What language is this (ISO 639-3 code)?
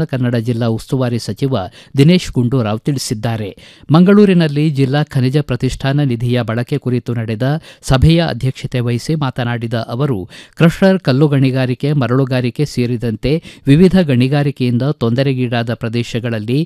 kan